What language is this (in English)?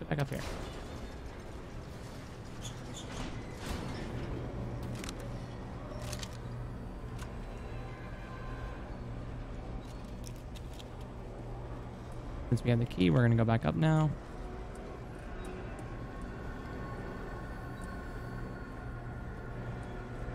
English